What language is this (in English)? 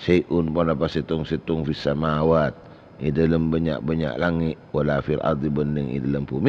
Madurese